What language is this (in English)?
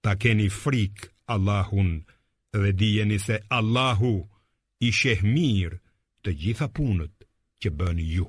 Albanian